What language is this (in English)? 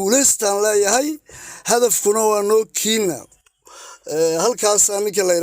Somali